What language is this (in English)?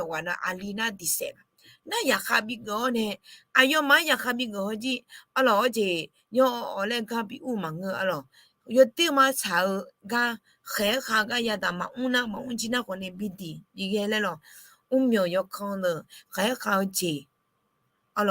Akha